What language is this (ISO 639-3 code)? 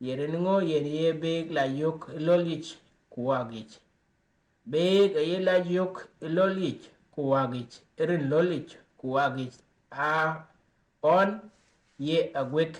din